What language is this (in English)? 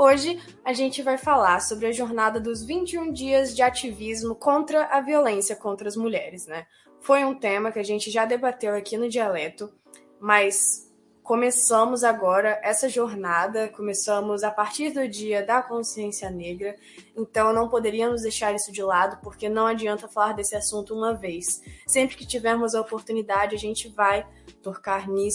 Portuguese